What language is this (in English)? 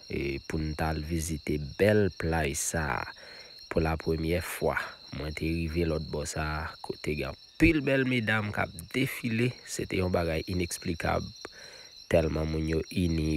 Haitian Creole